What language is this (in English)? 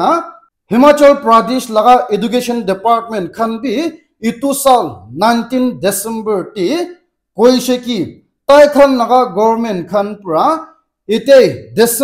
Naga Pidgin